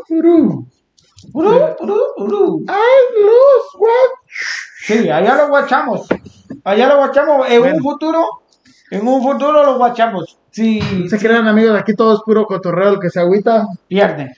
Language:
Spanish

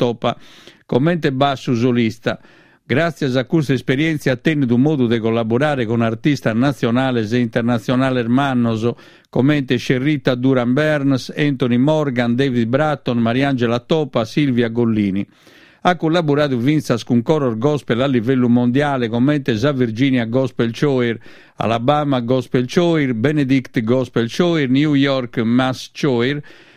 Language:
Sardinian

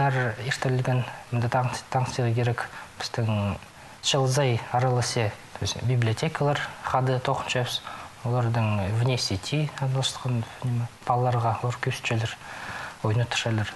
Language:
Khakas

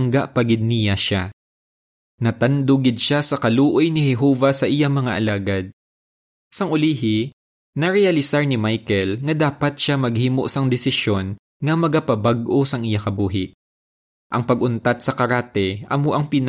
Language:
Hiligaynon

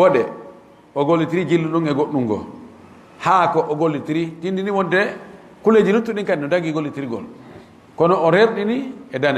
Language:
Fula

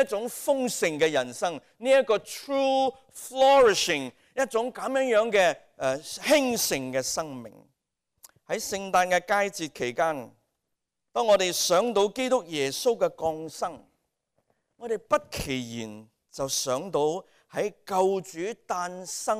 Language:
Cantonese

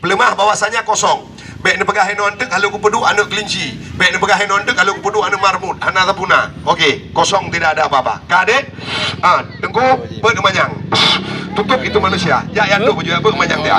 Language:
Achinese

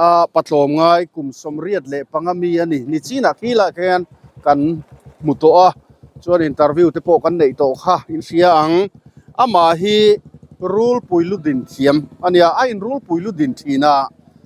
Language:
Mizo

